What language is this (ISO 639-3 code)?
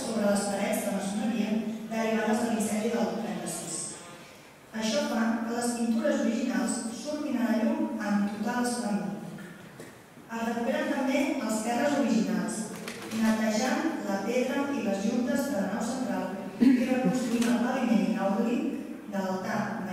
cat